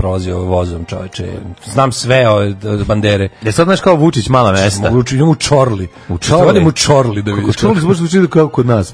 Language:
Serbian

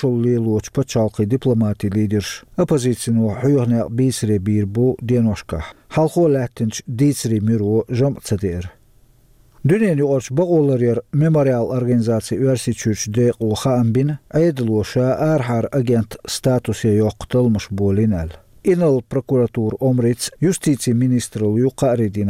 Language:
Chechen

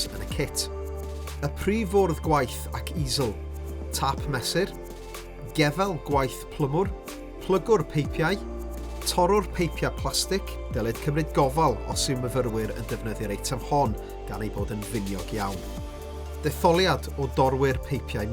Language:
Welsh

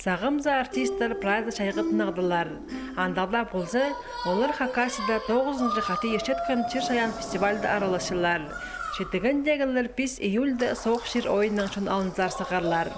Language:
Khakas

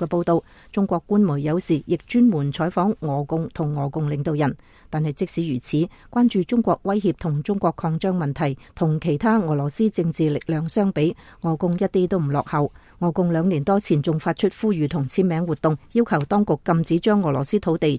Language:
Cantonese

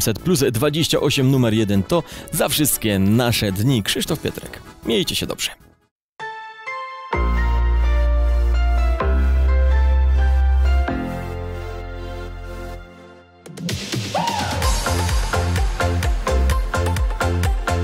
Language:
Polish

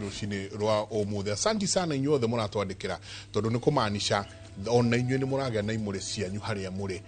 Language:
Kikuyu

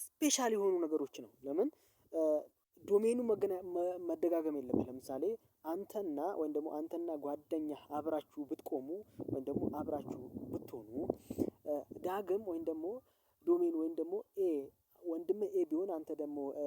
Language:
Amharic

